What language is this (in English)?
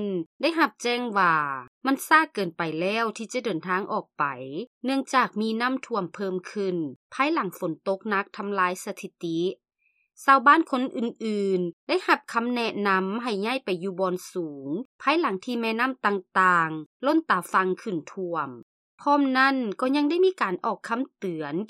Lao